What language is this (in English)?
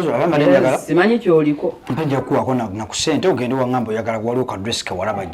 Ganda